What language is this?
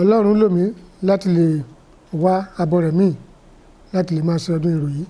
Yoruba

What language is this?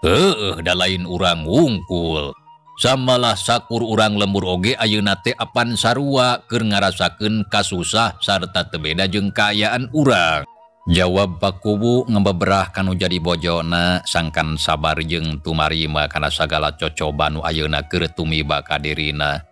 Sundanese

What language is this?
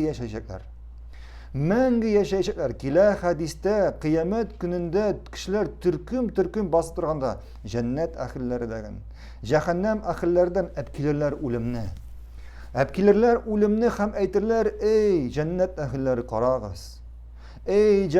Tatar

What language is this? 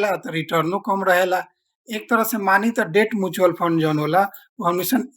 Bhojpuri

